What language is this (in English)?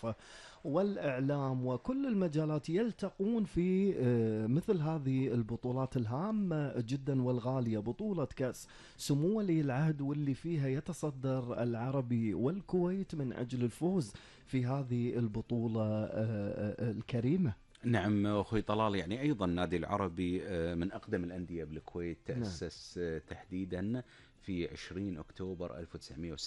Gulf Arabic